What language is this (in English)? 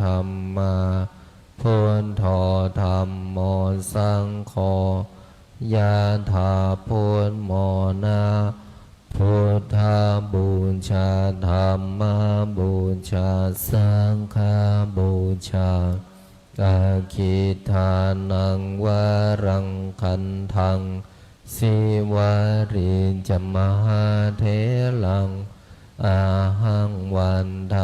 Pali